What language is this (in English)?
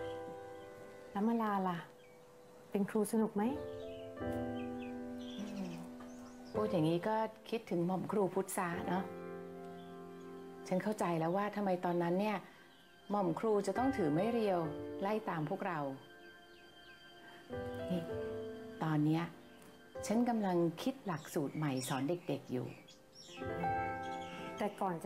Thai